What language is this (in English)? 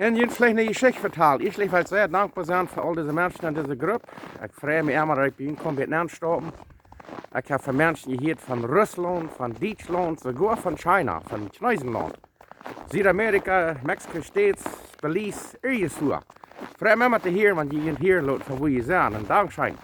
Plautdietsch